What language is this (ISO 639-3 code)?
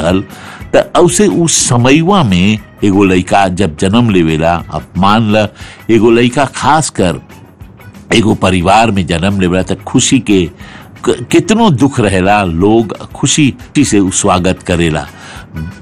bho